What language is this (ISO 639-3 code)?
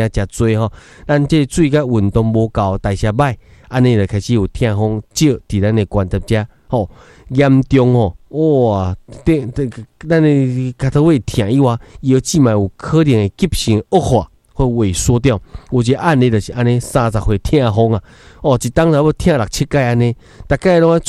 nan